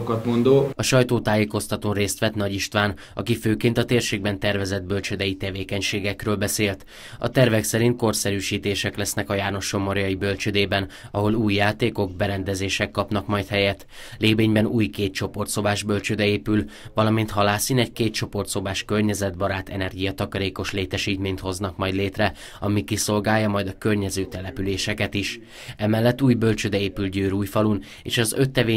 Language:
Hungarian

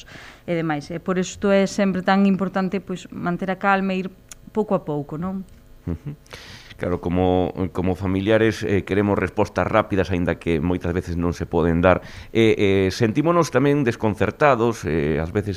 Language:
Galician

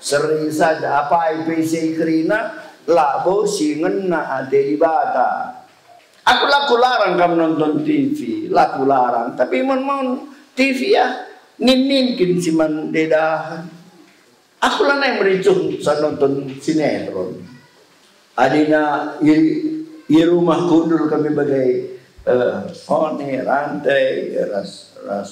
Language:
Batak Karo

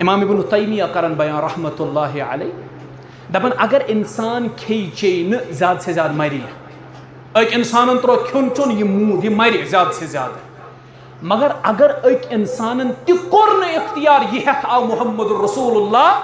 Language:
Kashmiri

